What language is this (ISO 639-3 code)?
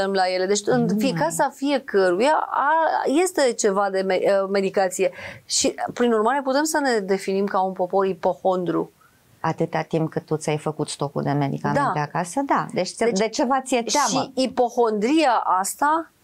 ron